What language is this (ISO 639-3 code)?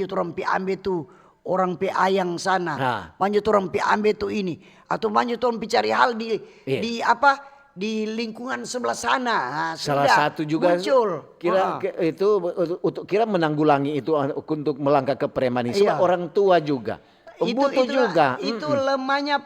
xmm